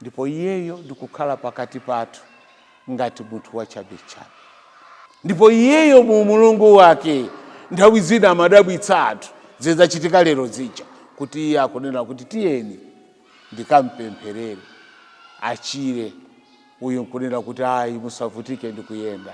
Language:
Nyanja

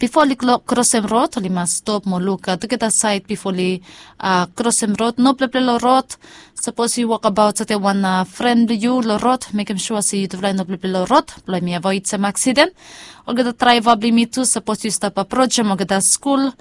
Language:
Bislama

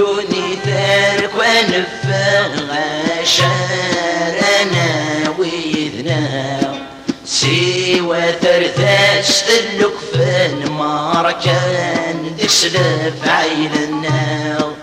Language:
Kabyle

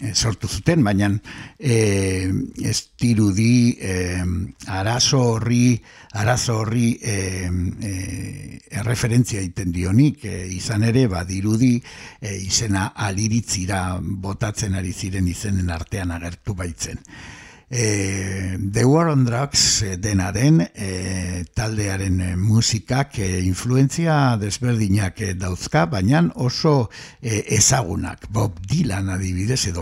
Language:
Basque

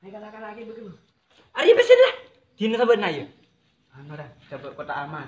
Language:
Madurese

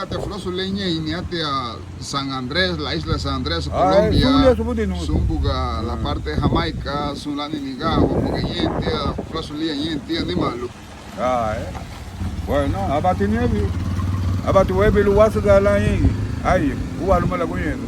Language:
Garifuna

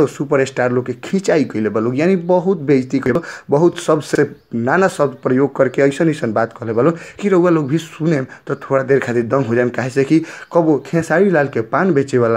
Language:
Bhojpuri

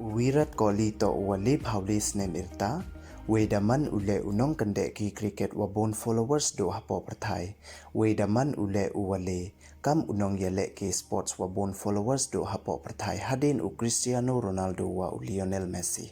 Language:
Pnar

